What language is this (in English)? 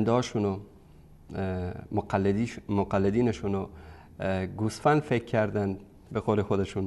Persian